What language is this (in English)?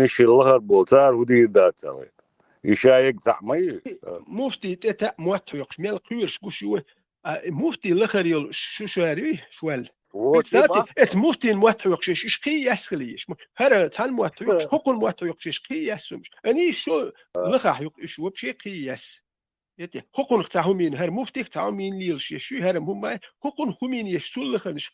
Chechen